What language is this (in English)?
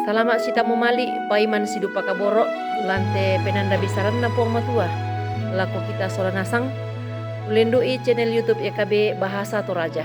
Toraja-Sa'dan